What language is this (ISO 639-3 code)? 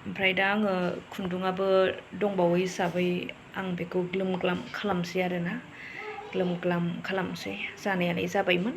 brx